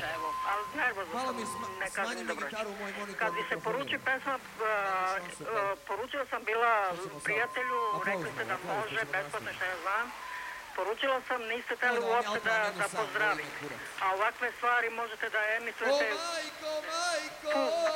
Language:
Serbian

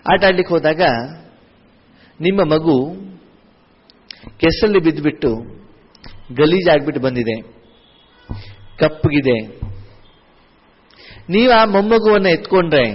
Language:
Kannada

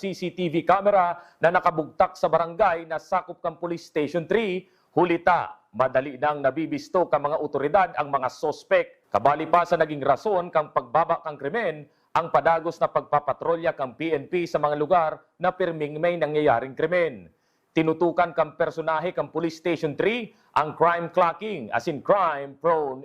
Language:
Bikol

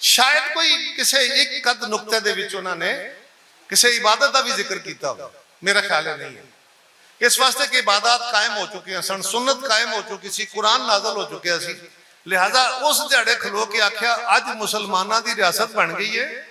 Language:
Western Panjabi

